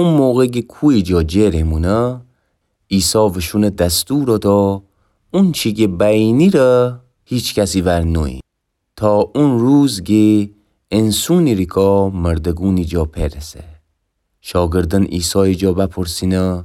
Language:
Gilaki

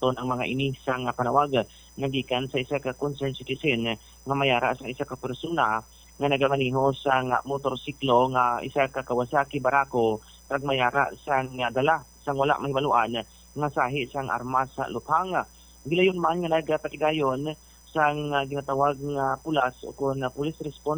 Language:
Hiligaynon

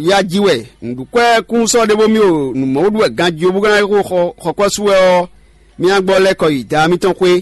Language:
Fon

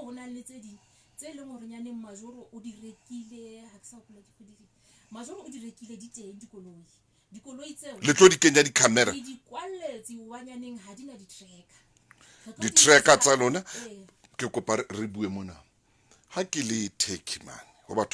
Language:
Southern Sotho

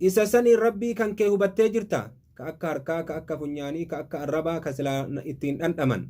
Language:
Oromo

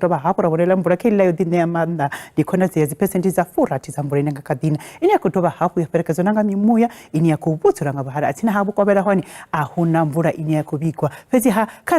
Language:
Venda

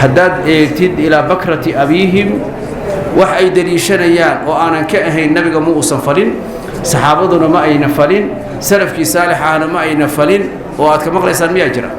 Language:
Somali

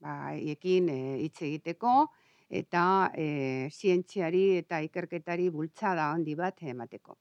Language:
Basque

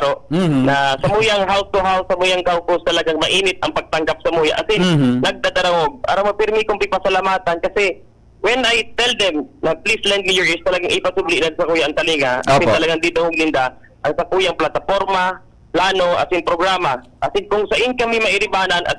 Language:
Bikol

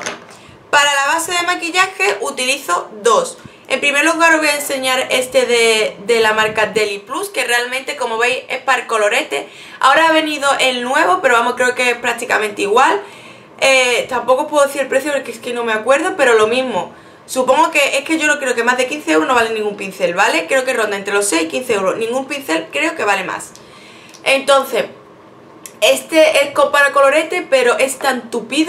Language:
Spanish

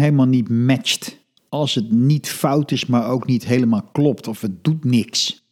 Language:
Dutch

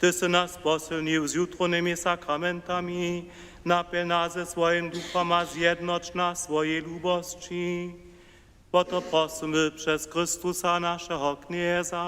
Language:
Upper Sorbian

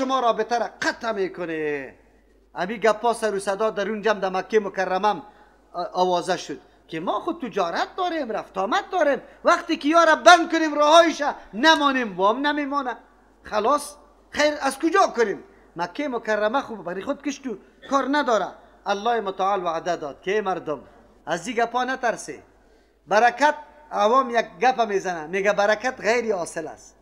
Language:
Persian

